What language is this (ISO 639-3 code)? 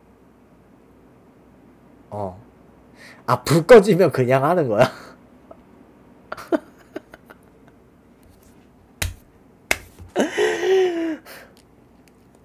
kor